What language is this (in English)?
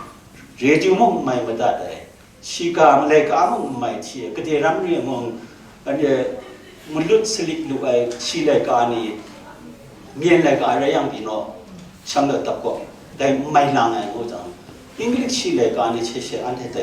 Kachin